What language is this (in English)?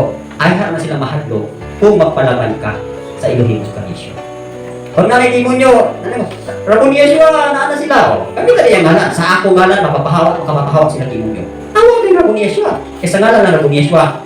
Cebuano